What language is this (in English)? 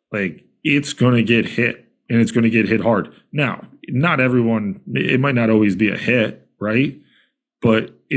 English